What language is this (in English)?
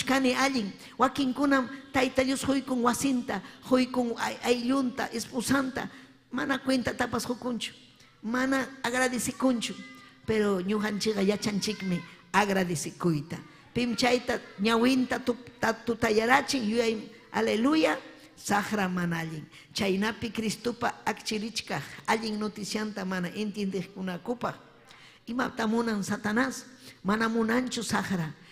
Ayacucho Quechua